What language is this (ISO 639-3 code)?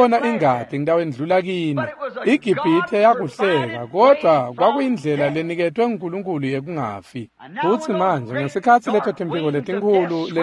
ssw